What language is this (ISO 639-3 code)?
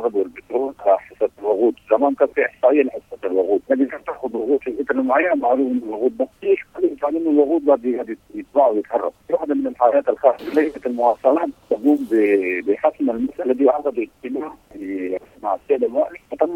apd